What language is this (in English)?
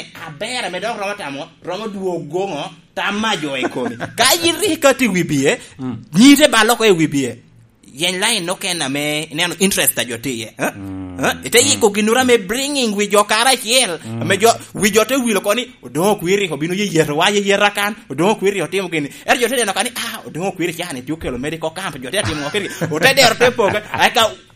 Lango (Uganda)